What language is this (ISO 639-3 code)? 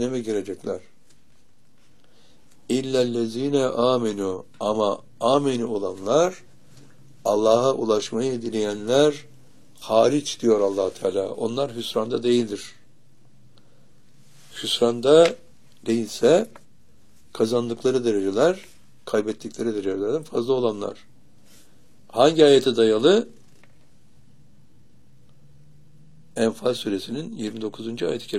tur